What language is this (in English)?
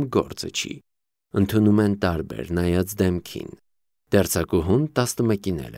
Armenian